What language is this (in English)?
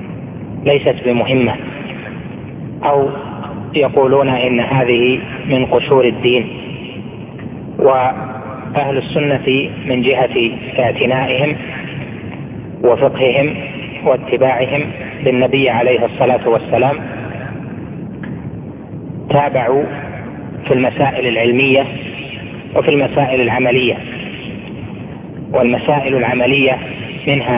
Arabic